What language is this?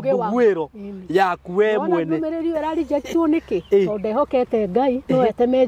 Kikuyu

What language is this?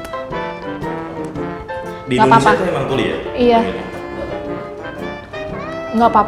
Indonesian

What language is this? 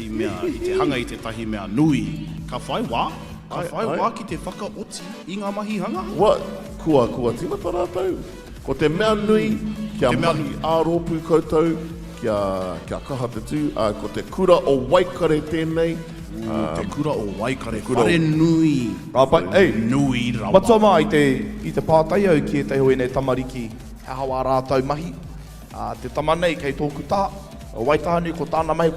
Māori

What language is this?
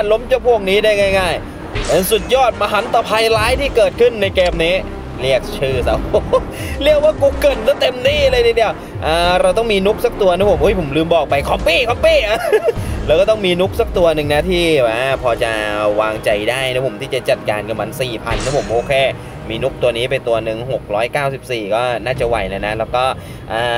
Thai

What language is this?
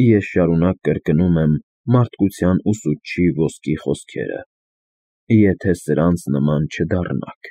Armenian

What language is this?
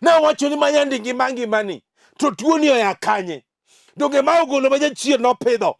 Luo (Kenya and Tanzania)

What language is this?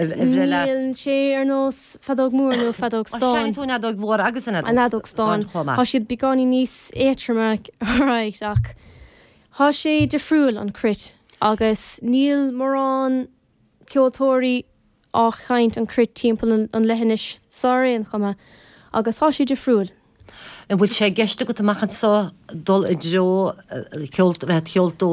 Irish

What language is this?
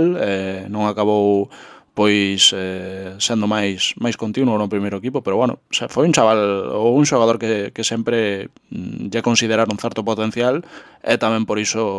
Galician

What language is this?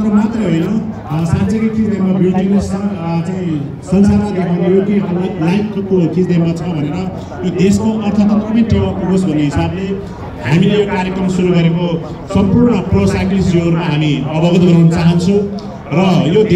Nepali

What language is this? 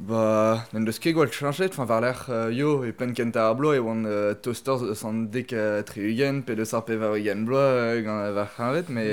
Breton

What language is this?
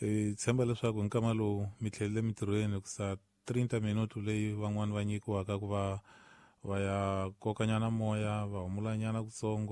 Tsonga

